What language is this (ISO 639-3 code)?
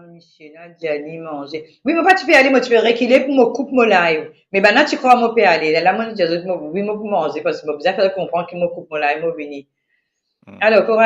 mfe